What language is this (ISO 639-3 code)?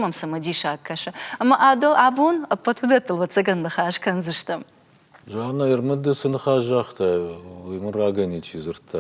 oss